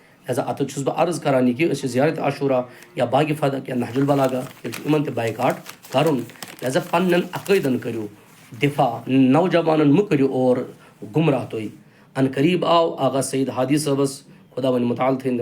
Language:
Kashmiri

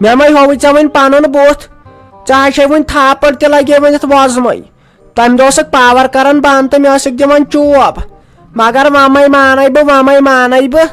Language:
Kashmiri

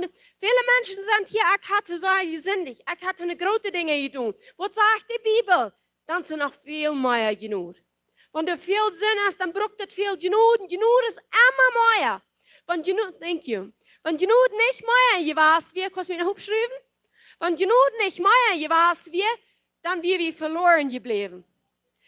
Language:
Plautdietsch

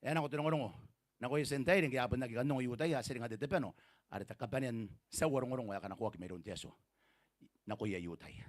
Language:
Gilbertese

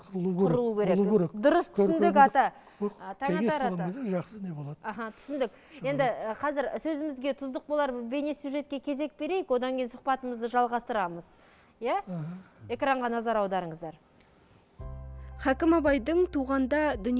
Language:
Kazakh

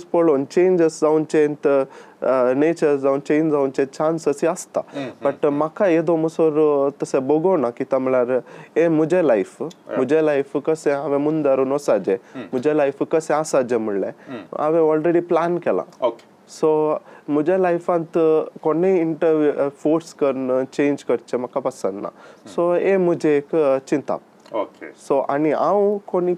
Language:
Konkani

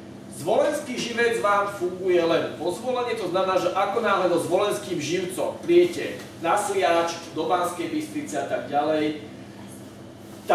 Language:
Slovak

